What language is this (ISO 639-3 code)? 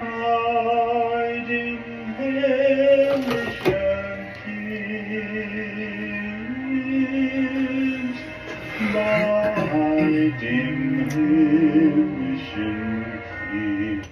pdt